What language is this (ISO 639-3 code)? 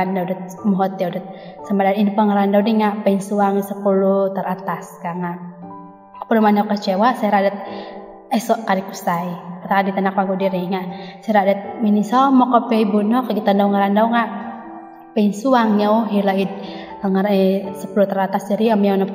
dtp